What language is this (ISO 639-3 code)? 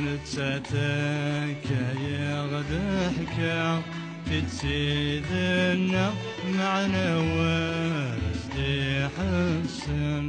kab